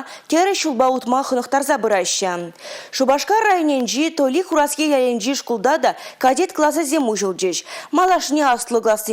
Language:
Chuvash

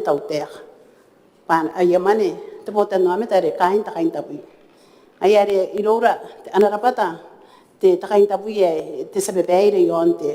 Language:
Gilbertese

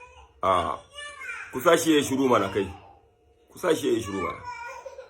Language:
Hausa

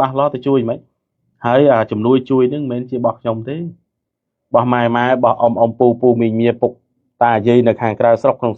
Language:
Khmer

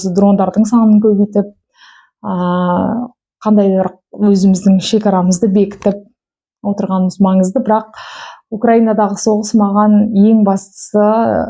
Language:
Kazakh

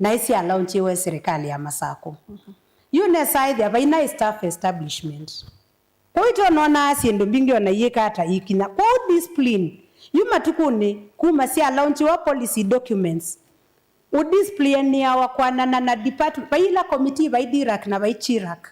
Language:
Kamba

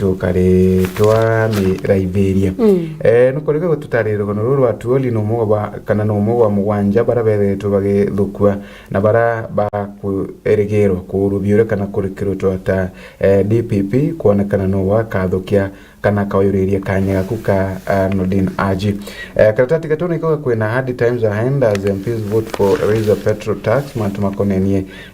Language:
Meru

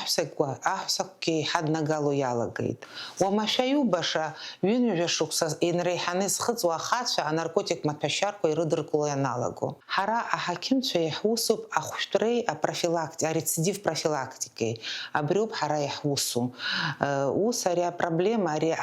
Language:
Abkhazian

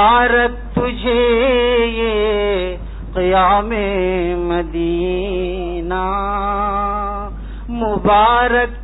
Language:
Urdu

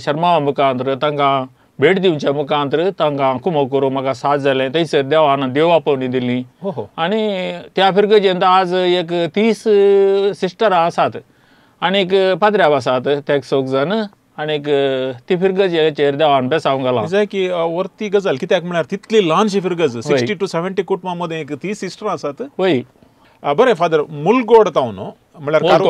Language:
Konkani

